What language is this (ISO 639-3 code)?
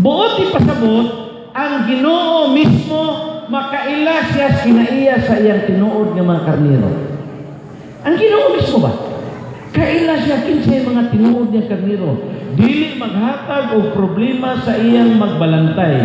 ceb